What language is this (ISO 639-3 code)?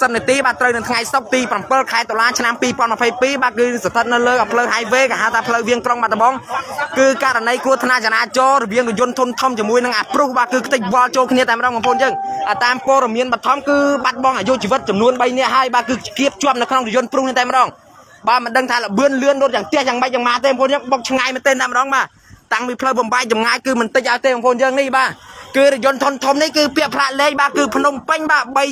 khm